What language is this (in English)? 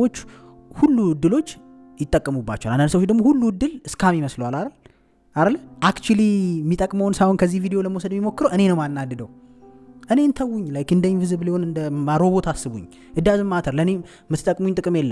Amharic